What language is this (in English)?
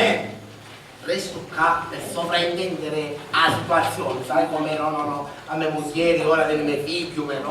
Sicilian